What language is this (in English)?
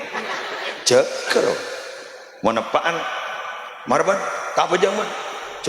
Madurese